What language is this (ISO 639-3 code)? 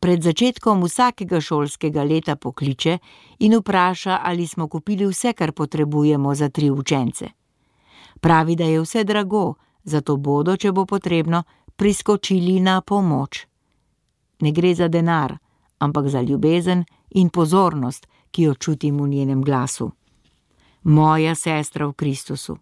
slv